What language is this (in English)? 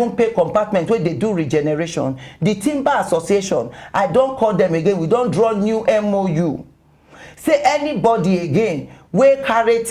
Nigerian Pidgin